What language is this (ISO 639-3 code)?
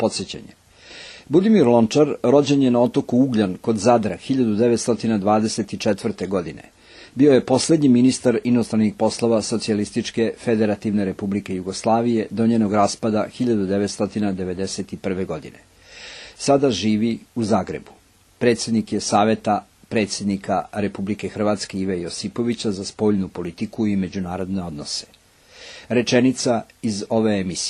srp